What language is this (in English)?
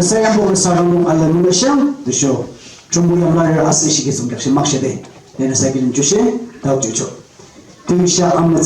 Yimchungru Naga